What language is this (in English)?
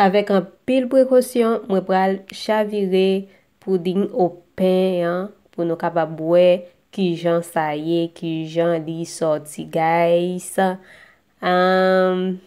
Haitian Creole